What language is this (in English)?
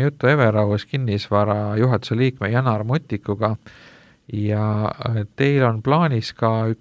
Estonian